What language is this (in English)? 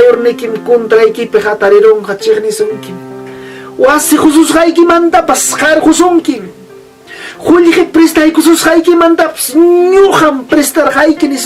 Ayacucho Quechua